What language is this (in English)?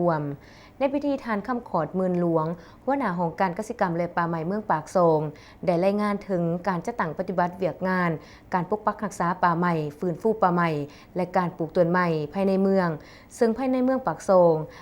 Lao